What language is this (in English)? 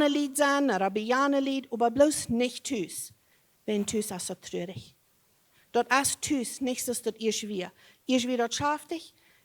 Plautdietsch